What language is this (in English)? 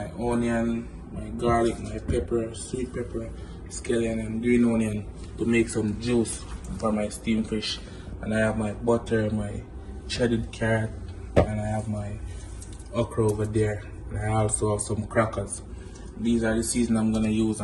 Jamaican Creole English